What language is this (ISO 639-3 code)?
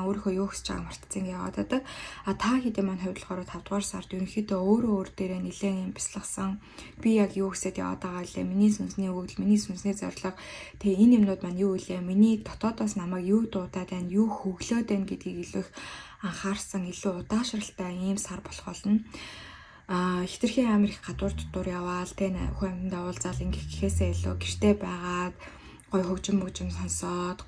mon